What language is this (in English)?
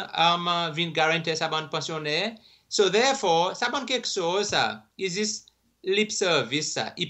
Seselwa Creole French